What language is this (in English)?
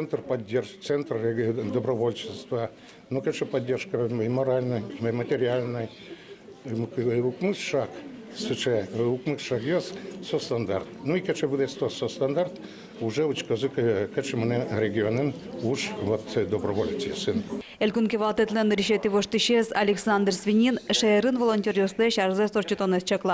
Udmurt